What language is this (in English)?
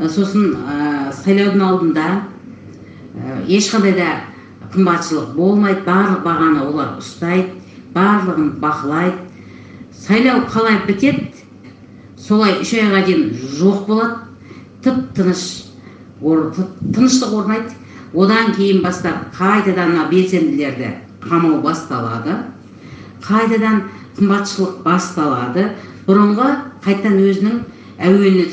Kazakh